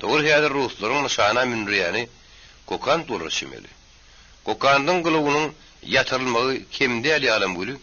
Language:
Turkmen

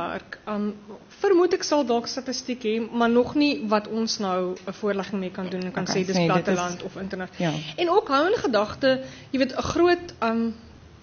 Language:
Afrikaans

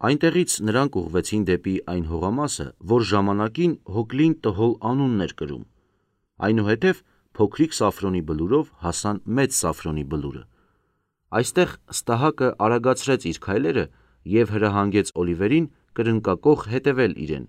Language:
Armenian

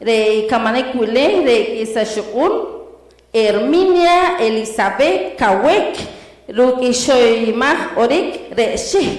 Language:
Poqomchi'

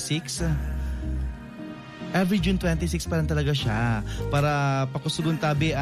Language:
Bikol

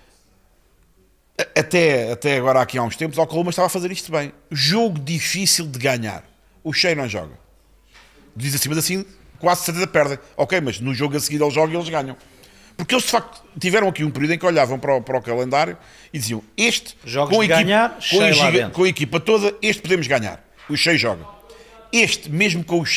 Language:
Portuguese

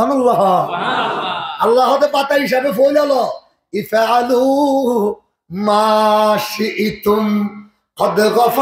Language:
Rohingya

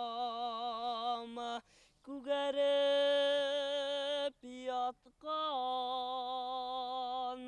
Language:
Bashkir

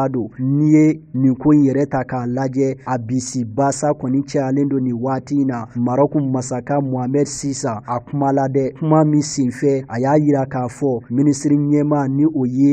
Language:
Bambara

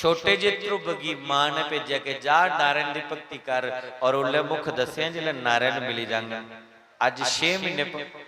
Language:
Dogri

